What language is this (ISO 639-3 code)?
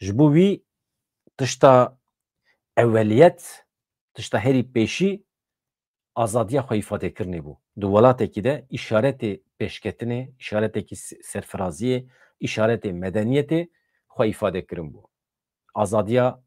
kur